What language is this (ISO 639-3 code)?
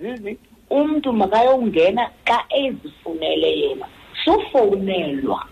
xho